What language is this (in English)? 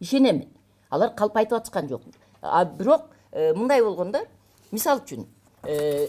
Kyrgyz